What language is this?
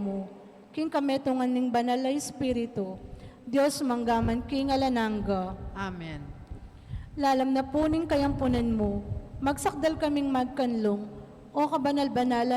Pampanga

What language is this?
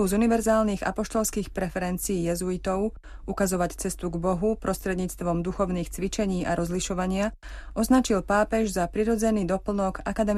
Slovak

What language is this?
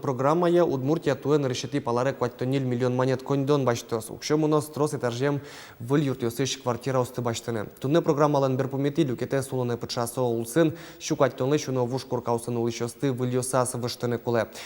Udmurt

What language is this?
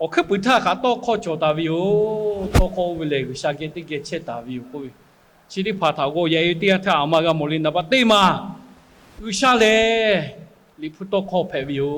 Lahu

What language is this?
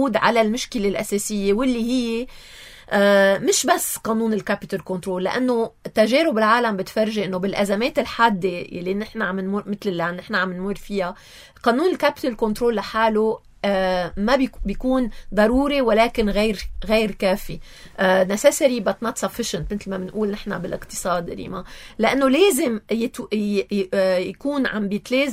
North Levantine Arabic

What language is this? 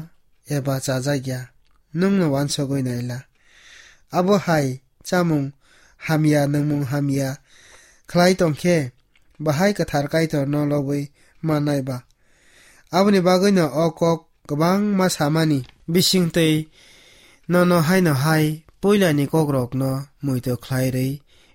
Kok Borok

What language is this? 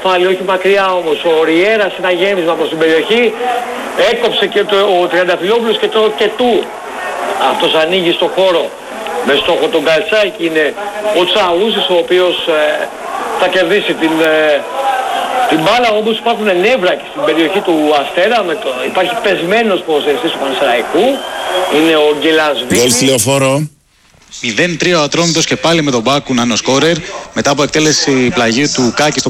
Greek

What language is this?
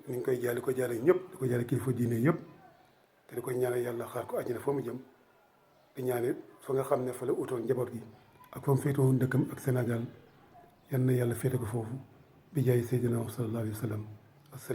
Wolof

